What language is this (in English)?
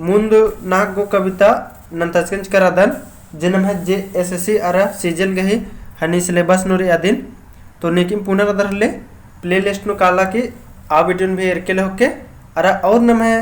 Kurukh